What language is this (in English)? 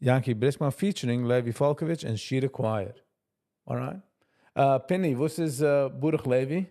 Yiddish